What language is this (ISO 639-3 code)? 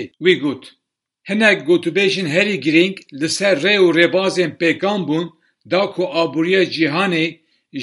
kur